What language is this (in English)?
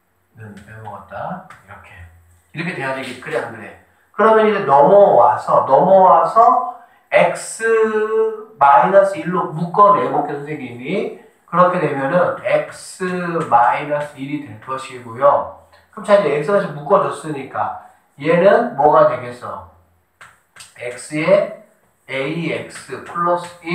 Korean